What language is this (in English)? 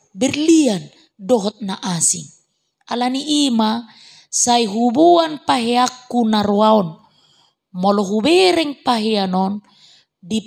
Batak Toba